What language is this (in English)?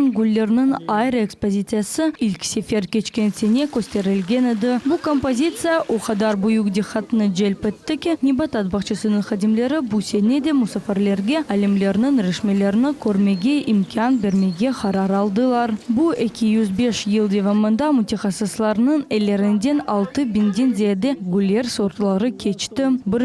Crimean Tatar